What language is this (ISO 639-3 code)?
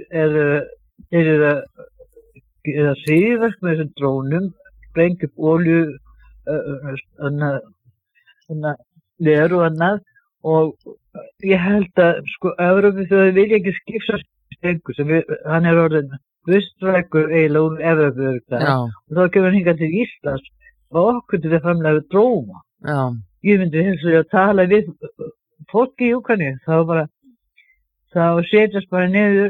isl